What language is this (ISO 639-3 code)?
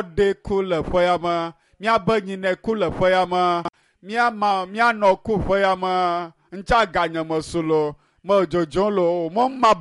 ewe